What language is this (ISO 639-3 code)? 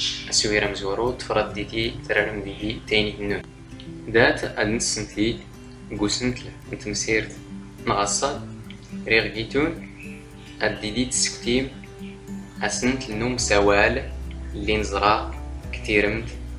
zgh